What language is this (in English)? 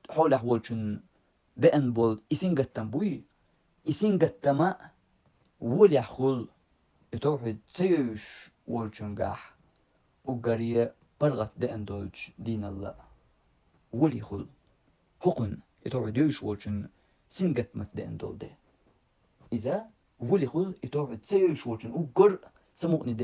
Chechen